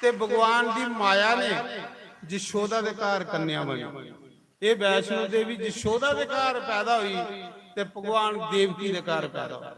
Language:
Dogri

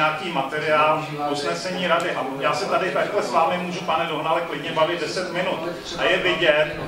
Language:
Czech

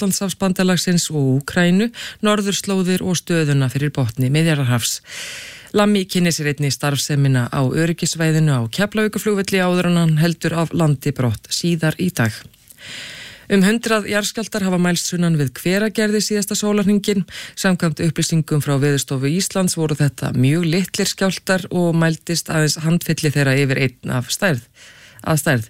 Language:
Icelandic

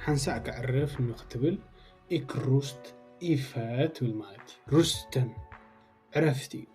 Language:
Tigrinya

